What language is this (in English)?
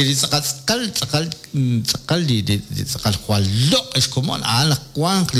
Kekchí